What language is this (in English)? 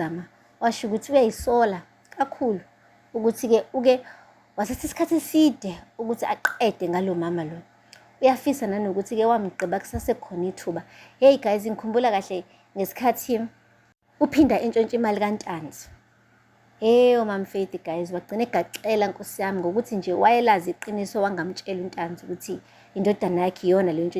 Zulu